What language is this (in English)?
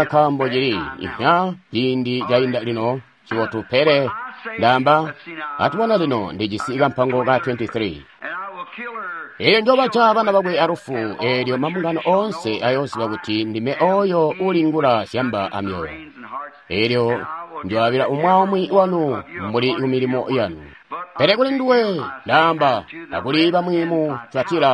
Tonga (Zambia)